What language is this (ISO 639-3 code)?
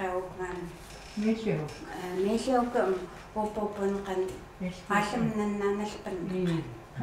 ckt